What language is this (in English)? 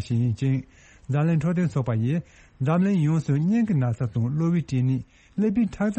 Tibetan